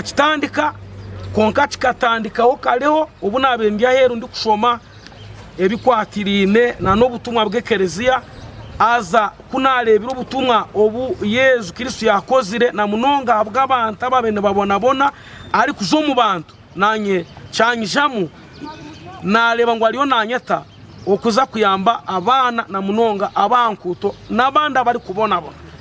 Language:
Nyankole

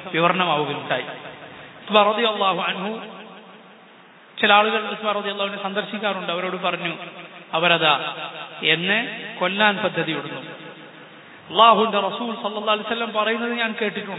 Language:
Malayalam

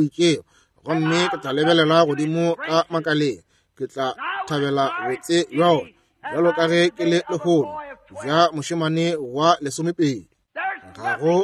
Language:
Northern Sotho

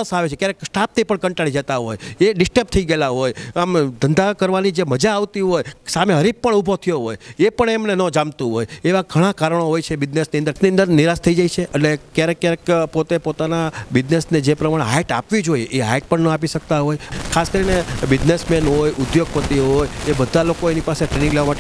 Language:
Gujarati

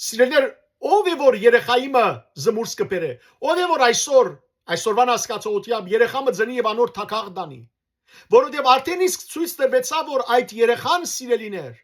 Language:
Western Armenian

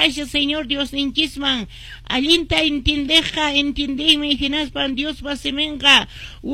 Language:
Quechua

